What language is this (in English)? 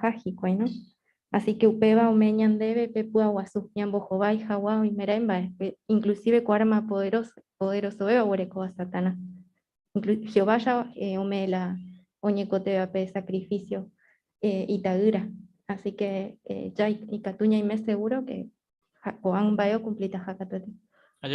Guarani